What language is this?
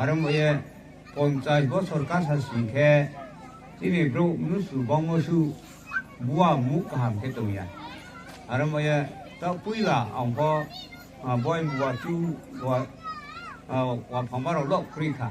Riang (India)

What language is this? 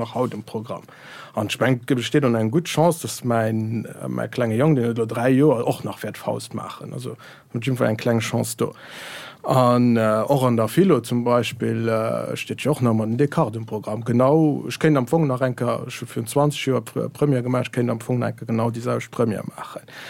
Luxembourgish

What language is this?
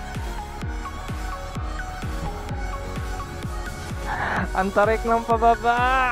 Filipino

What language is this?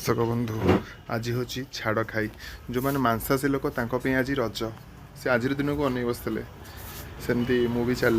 Odia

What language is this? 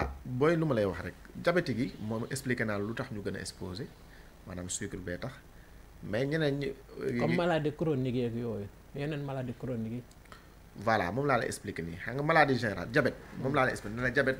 Wolof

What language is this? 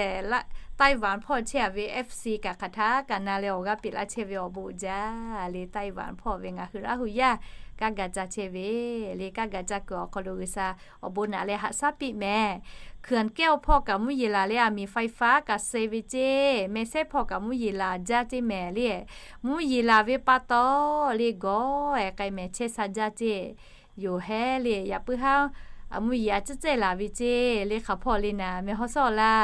Lahu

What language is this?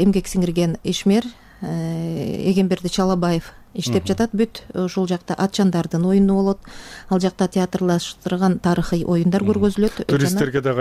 Kyrgyz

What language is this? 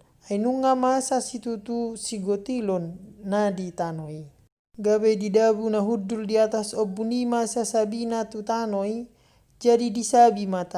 Batak Toba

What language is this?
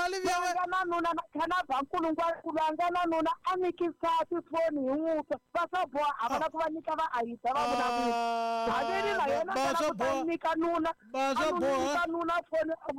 Tsonga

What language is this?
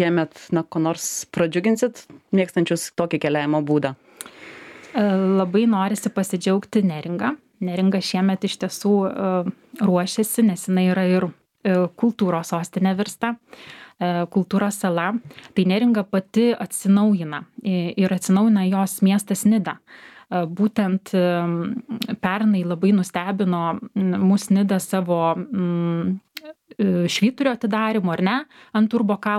Lithuanian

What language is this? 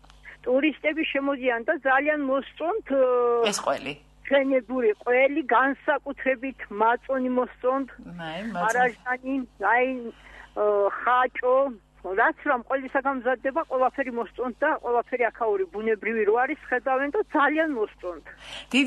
Georgian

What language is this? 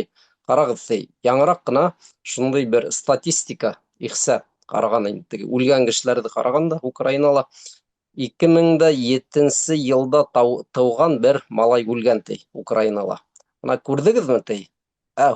Bashkir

